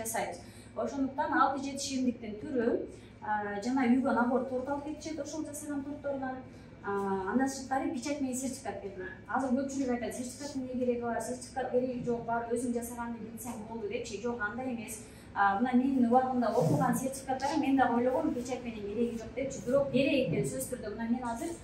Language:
Kyrgyz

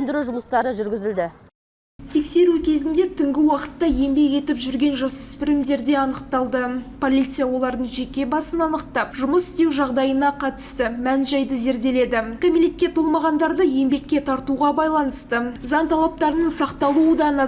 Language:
Kazakh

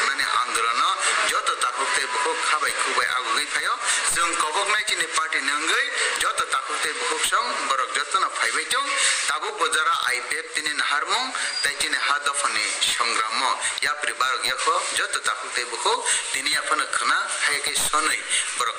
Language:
Kok Borok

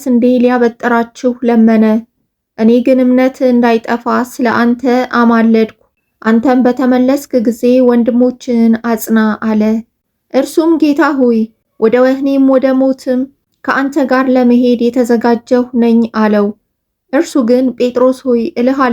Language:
Amharic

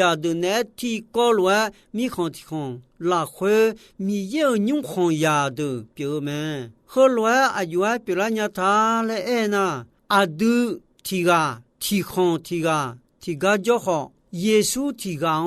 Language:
Akha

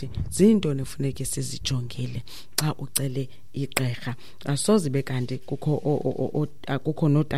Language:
Xhosa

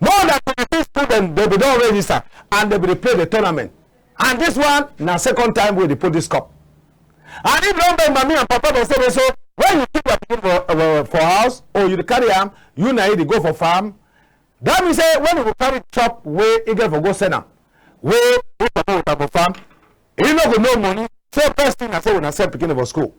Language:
Cameroon Pidgin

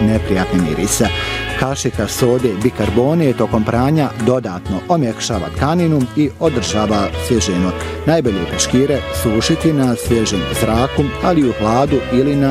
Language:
Bosnian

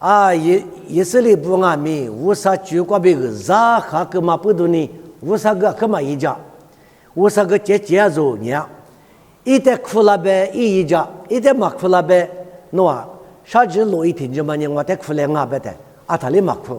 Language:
Lisu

